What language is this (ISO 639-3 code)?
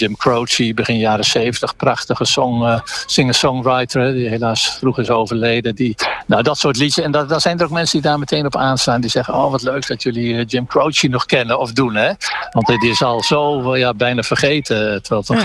nld